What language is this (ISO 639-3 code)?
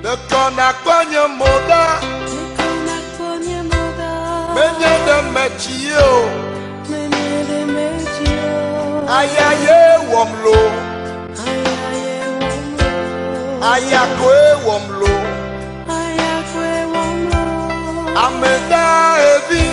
ewe